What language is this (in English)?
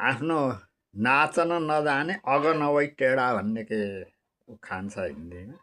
Nepali